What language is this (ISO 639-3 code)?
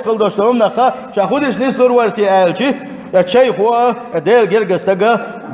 che